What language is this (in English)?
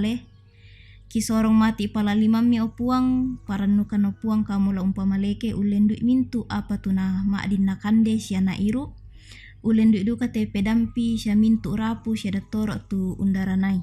Toraja-Sa'dan